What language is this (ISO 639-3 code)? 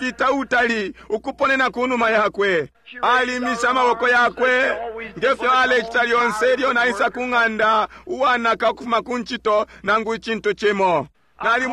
bem